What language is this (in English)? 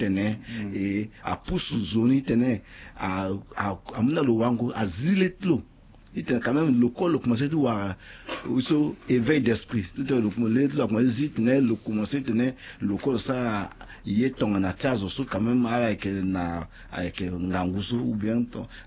Sango